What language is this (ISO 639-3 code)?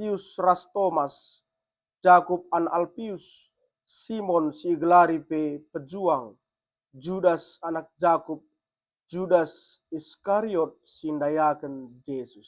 btx